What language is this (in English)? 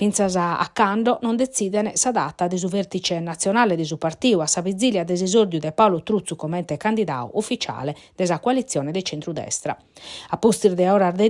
Sardinian